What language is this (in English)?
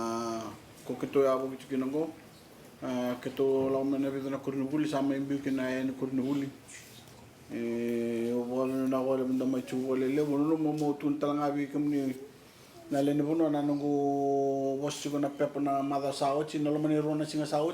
Fijian